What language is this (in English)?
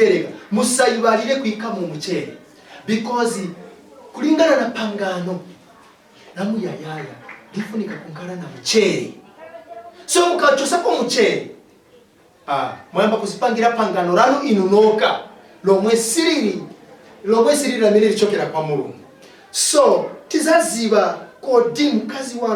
Nyanja